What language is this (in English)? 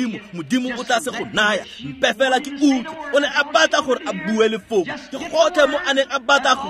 Tswana